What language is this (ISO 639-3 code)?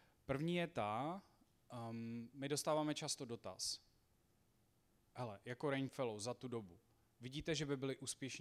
ces